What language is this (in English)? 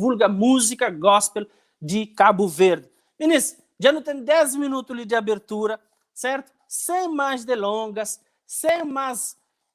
Kabuverdianu